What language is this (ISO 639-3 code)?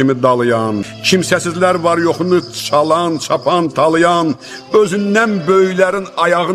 aze